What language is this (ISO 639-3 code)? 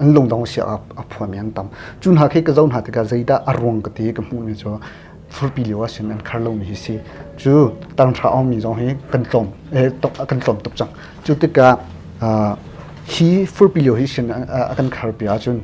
cnh